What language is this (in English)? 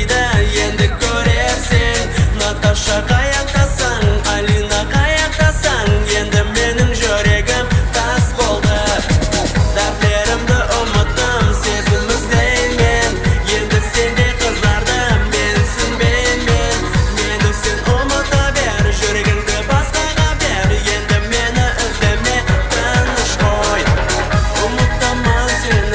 Kara-Kalpak